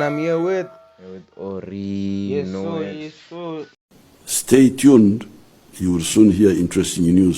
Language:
Venda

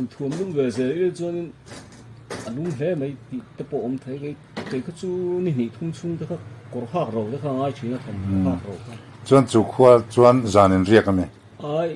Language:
Mizo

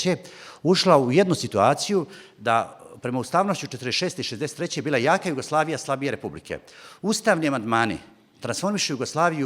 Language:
Bosnian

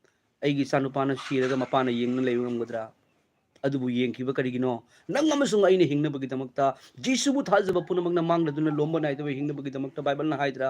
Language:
Manipuri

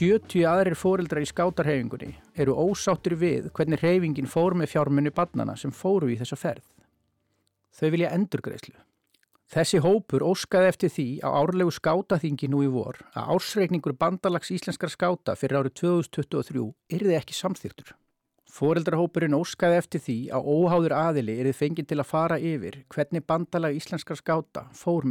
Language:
Icelandic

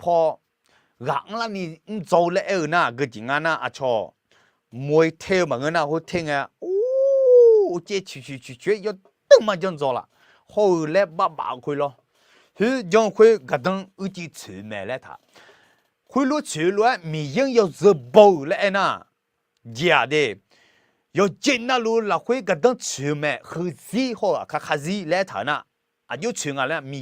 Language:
Akha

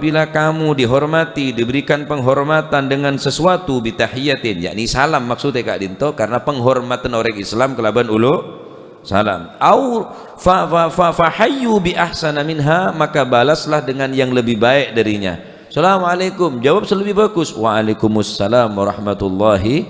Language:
Madurese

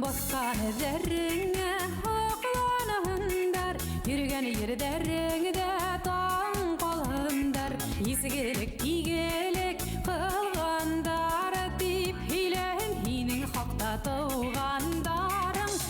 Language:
Bashkir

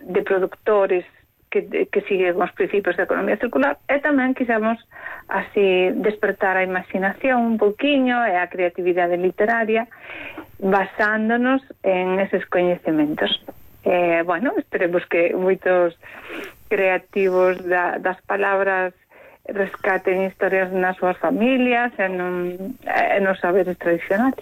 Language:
Galician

